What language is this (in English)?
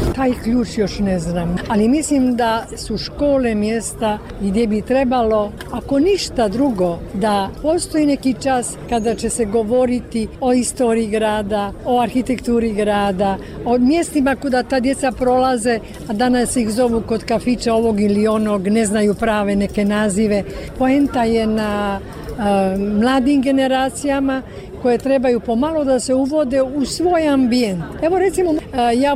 Bosnian